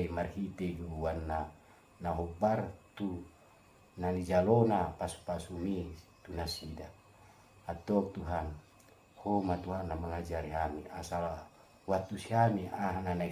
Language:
Batak Toba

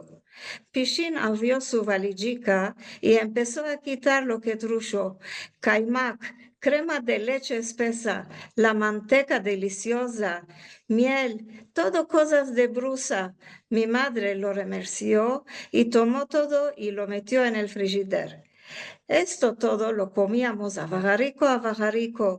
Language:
Ladino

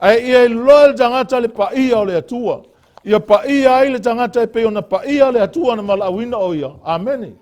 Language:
Samoan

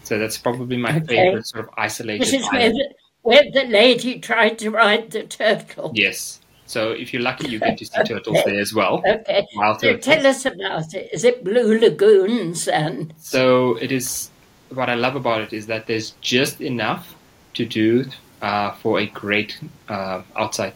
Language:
English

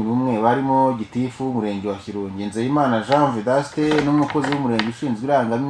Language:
Kinyarwanda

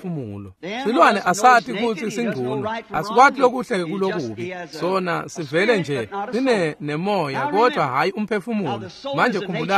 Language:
Swati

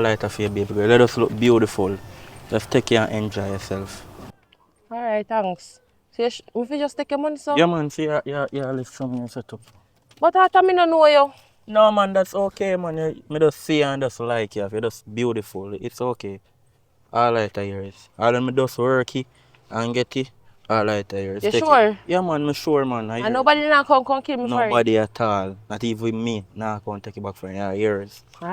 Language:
Jamaican Creole English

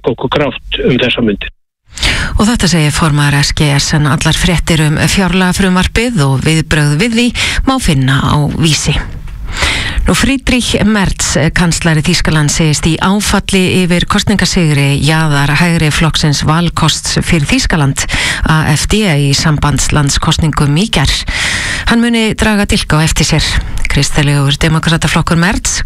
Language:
Icelandic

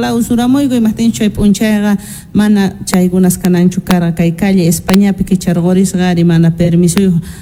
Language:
South Bolivian Quechua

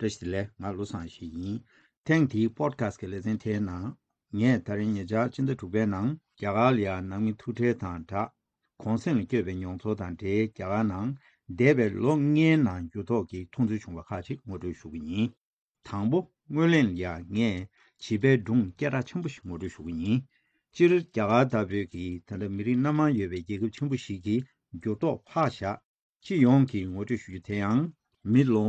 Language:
Tibetan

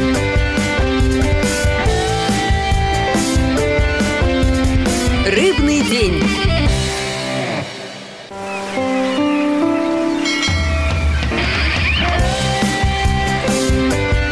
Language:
Russian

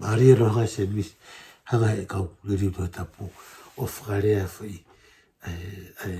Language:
Tongan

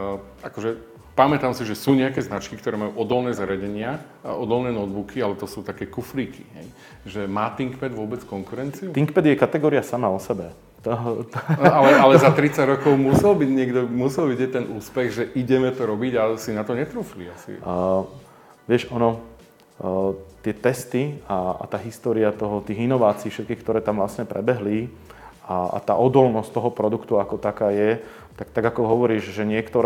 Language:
Slovak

